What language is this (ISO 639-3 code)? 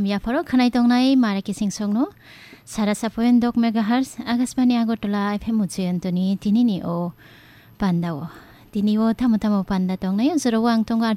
trp